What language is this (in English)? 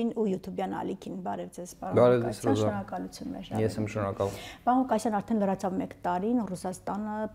Armenian